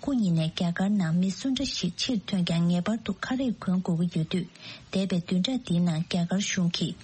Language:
Tibetan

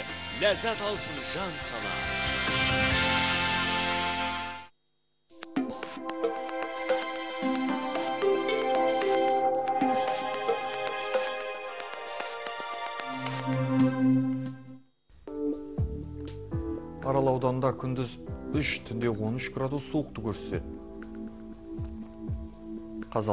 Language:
Kazakh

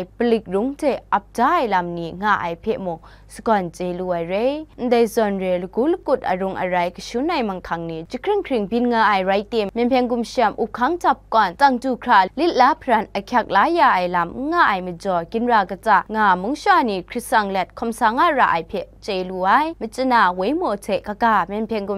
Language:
Kachin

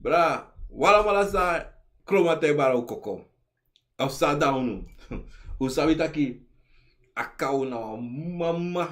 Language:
Sranan Tongo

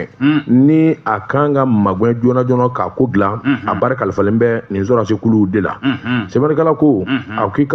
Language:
Bambara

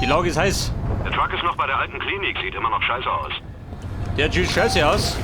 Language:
Bavarian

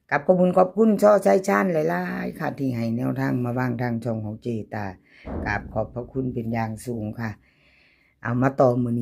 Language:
Northeastern Thai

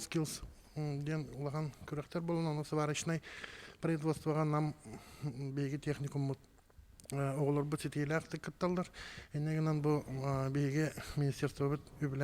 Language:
Yakut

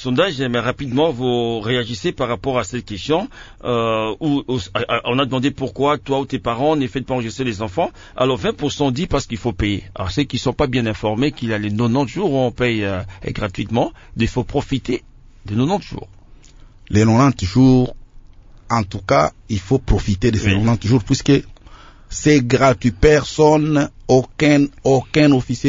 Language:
French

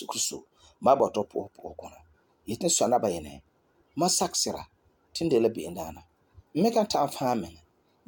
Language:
Frafra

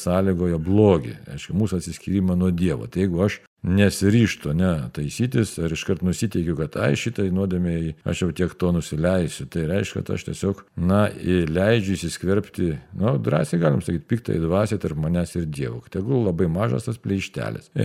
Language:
Lithuanian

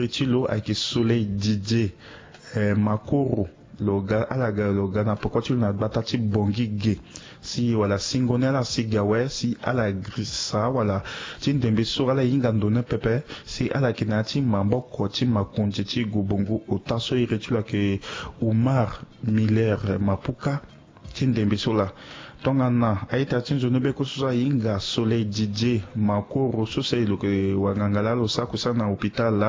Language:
Sango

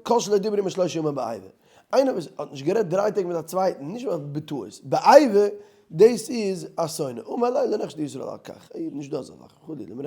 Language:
Yiddish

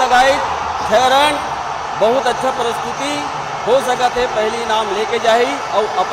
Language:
Chhattisgarhi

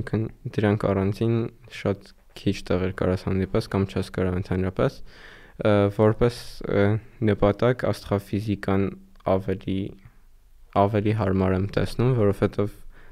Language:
Armenian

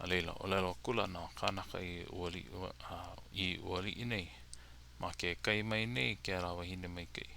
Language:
Hawaiian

